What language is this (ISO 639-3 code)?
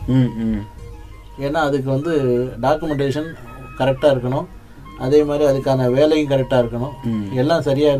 tam